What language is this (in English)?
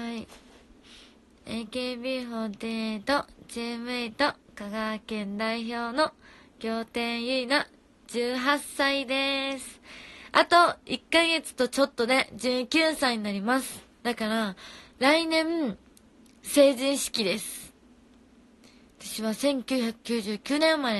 Japanese